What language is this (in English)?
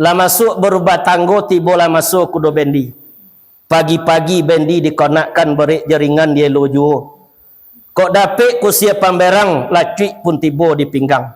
Minangkabau